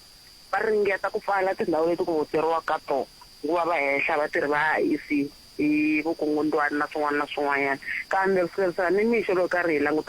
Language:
Tsonga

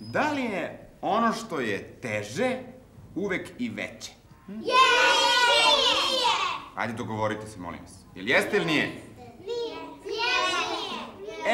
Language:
Serbian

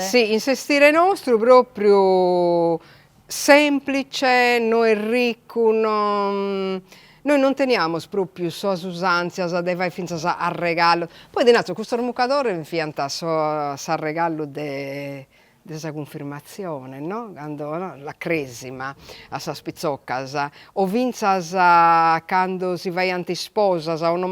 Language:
Sardinian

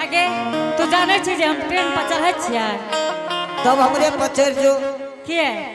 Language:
Angika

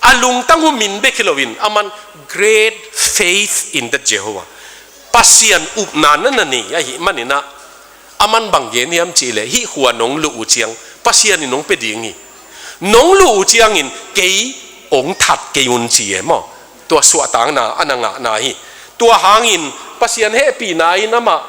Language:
Tedim Chin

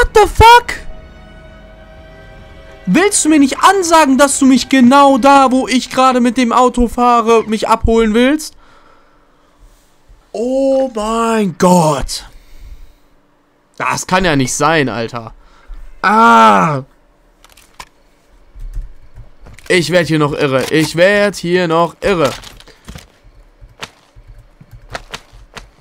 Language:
German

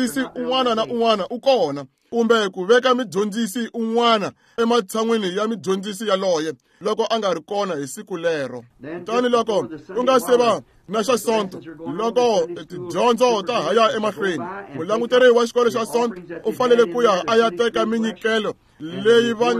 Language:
Tsonga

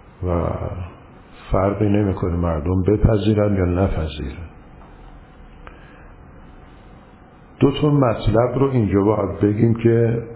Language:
Persian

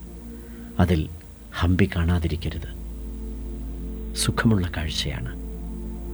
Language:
Malayalam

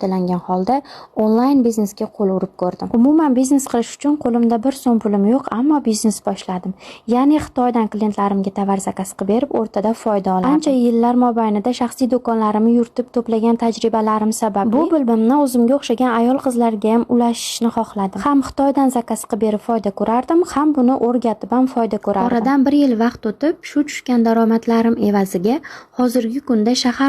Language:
Uzbek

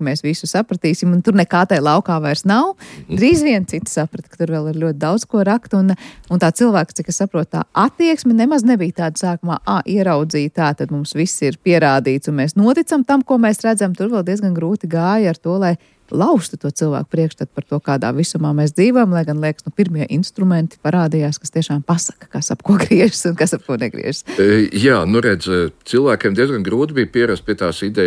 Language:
Latvian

